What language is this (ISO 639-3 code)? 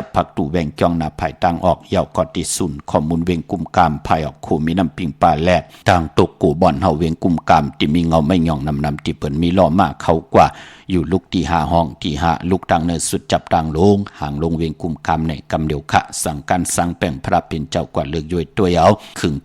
shn